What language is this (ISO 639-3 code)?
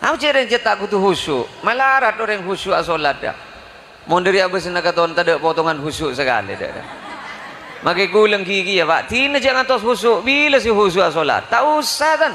mad